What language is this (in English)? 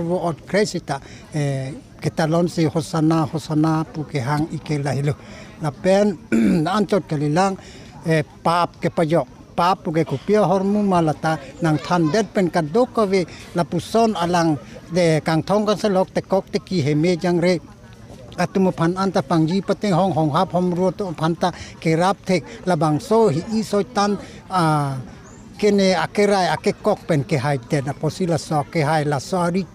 Karbi